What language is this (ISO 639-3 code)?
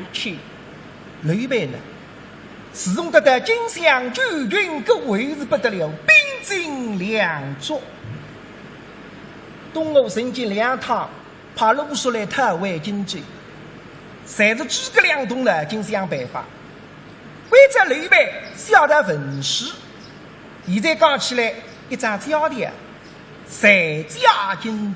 wuu